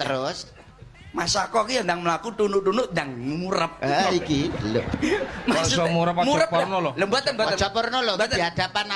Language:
Javanese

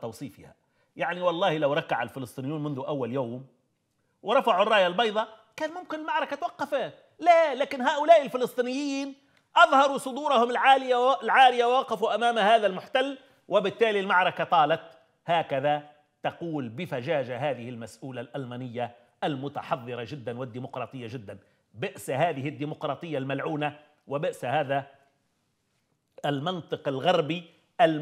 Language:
Arabic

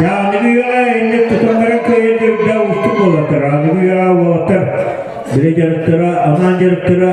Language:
Yakut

